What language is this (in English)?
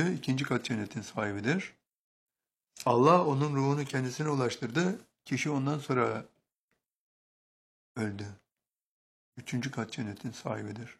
Turkish